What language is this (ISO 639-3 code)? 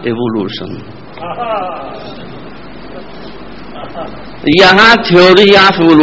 urd